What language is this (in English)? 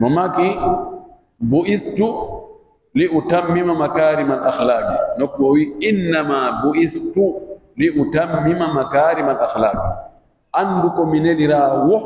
Pular